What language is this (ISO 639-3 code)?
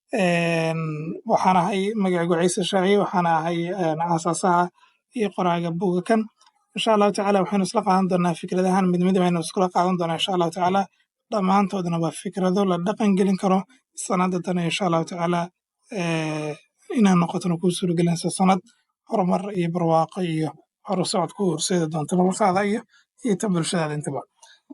som